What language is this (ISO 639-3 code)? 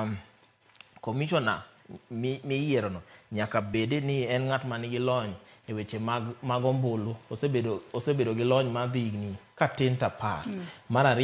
luo